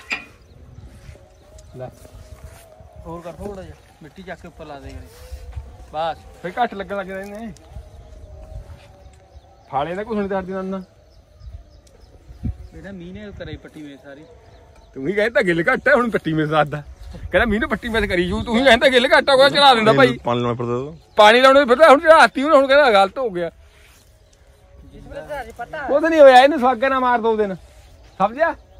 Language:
Punjabi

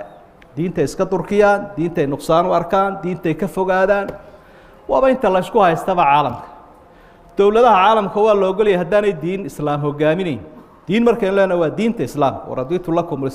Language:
Somali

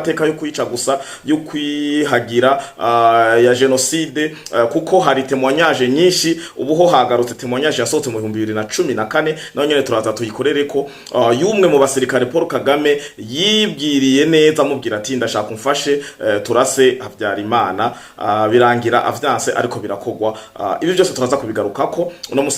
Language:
Rundi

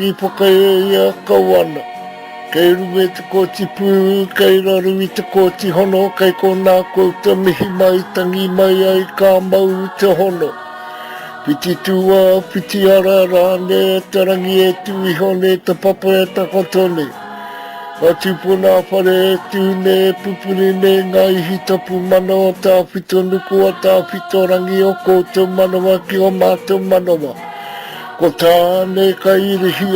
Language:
Māori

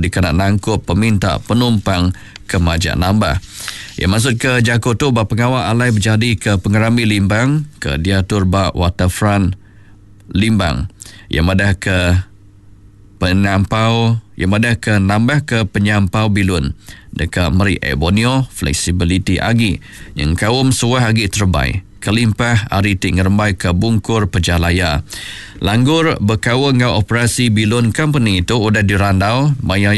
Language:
Iban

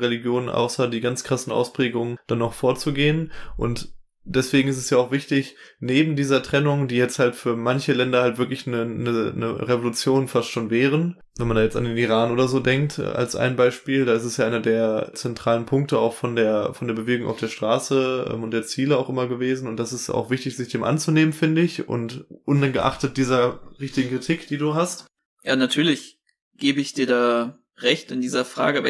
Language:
German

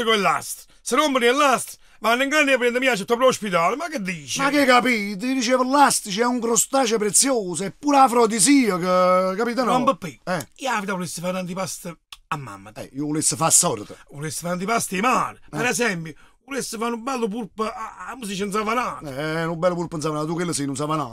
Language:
Neapolitan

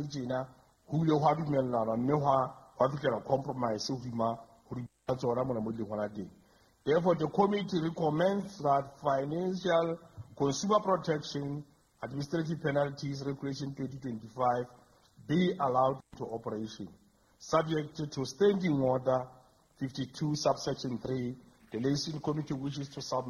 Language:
Southern Sotho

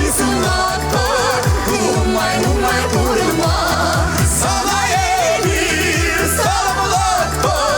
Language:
Chuvash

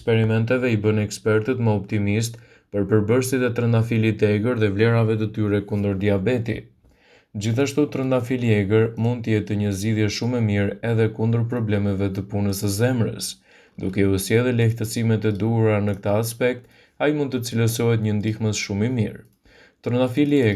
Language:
Albanian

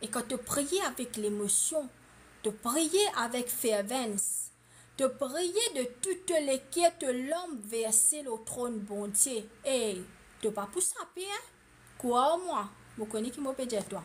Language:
Morisyen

